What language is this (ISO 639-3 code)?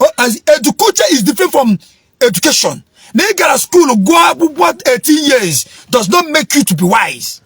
ibo